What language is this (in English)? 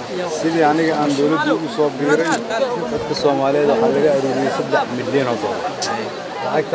Somali